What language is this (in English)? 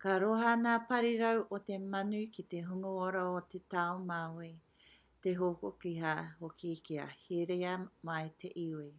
Māori